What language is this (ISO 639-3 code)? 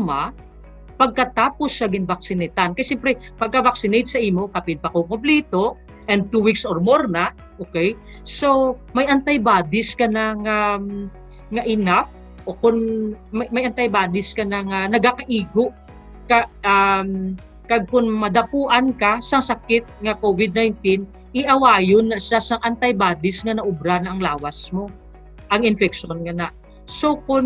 hil